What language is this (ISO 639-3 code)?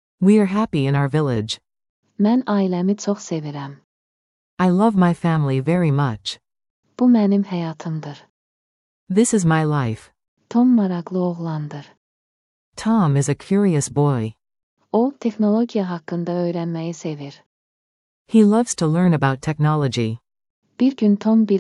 aze